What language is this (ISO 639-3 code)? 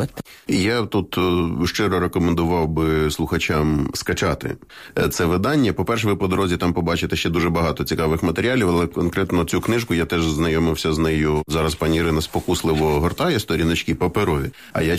ukr